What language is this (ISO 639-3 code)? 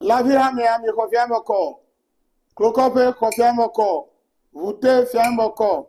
ewe